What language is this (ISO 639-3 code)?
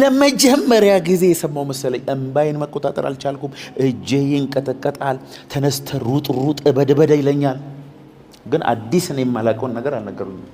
amh